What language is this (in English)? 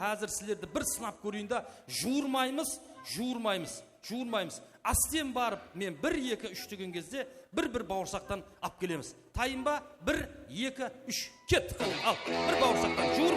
Kara-Kalpak